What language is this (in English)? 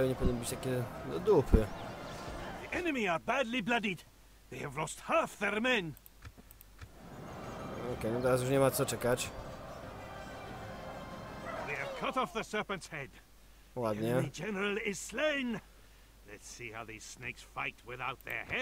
Polish